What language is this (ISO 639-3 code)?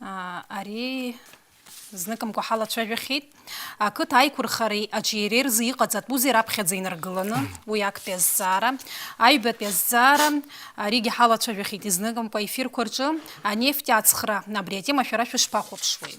abk